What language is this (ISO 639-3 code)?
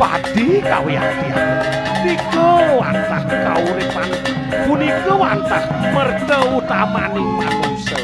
ban